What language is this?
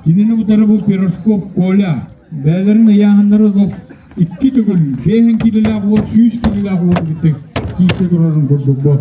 Yakut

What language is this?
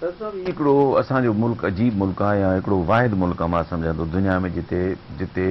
Sindhi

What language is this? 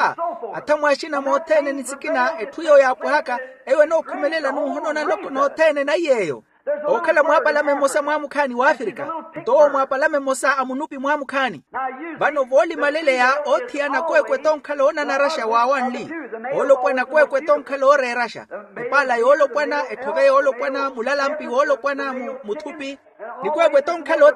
Makhuwa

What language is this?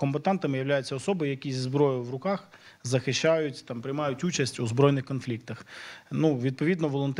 Ukrainian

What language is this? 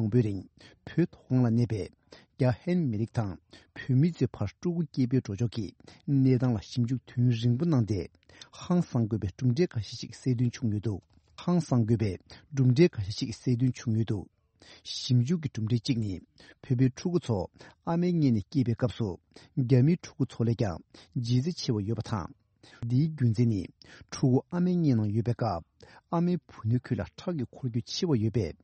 Tibetan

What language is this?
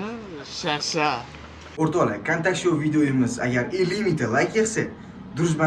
Uzbek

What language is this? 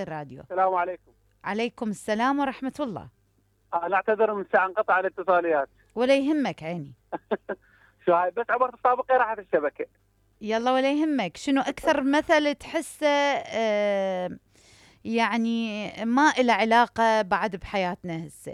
Mesopotamian Arabic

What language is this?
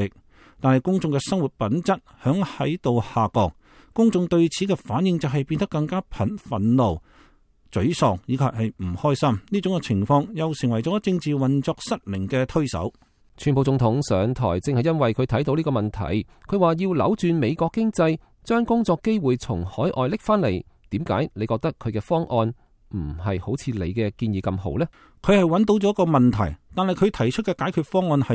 Cantonese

